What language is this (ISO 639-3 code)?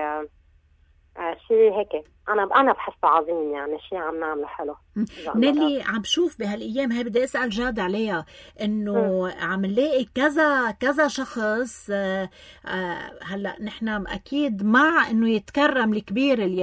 apc